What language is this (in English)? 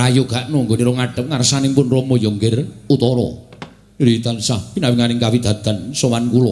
Javanese